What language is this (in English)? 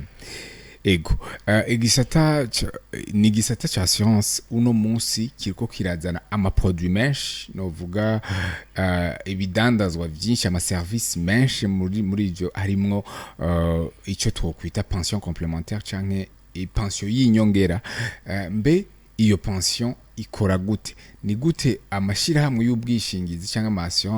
Rundi